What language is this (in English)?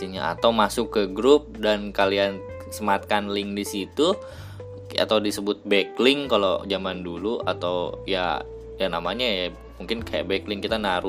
Indonesian